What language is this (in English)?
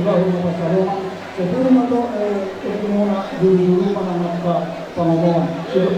Batak Toba